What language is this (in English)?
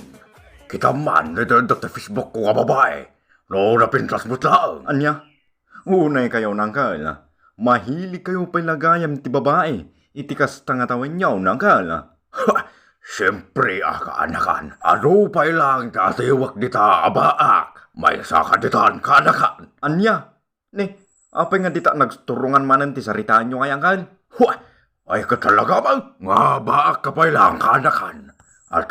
Iloko